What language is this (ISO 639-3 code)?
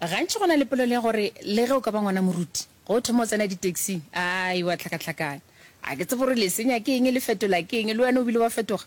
nso